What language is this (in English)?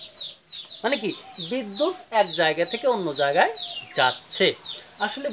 Bangla